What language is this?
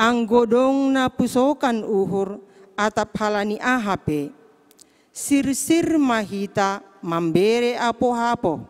Batak Simalungun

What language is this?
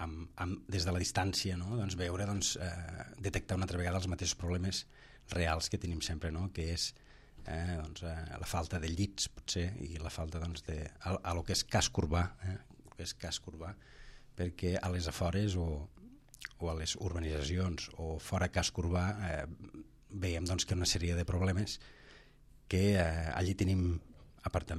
Catalan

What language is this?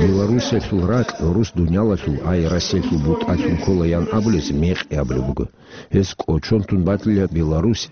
Avaric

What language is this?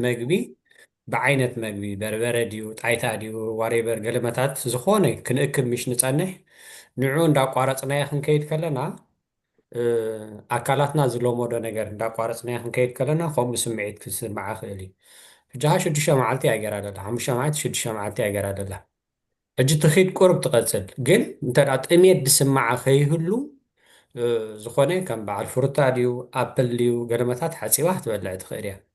Tigrinya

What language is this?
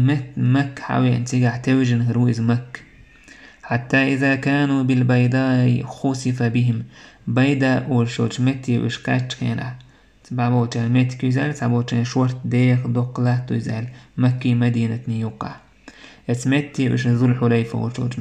Chechen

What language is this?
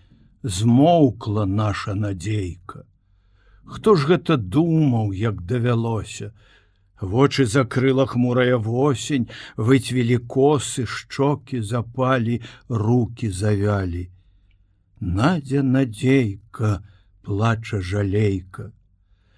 Belarusian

